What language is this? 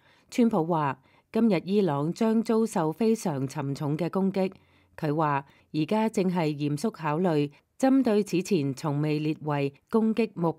Cantonese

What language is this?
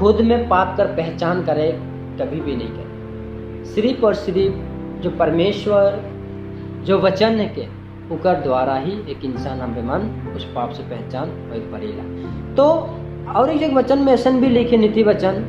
Sadri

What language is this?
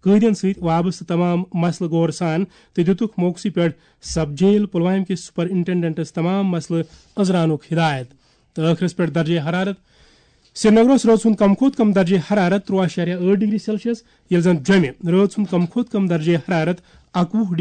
Kashmiri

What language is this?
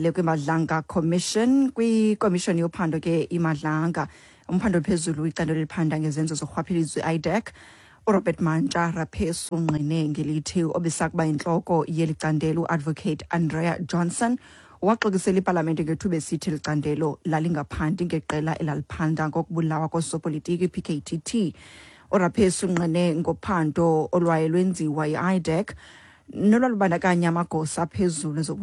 Xhosa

